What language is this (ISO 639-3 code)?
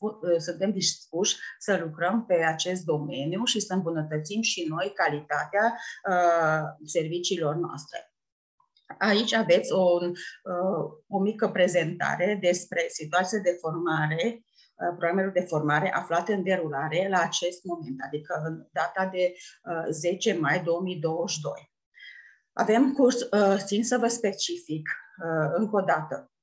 ron